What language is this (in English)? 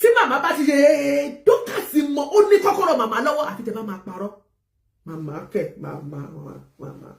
Yoruba